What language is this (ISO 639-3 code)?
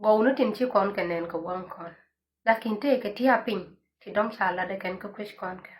nus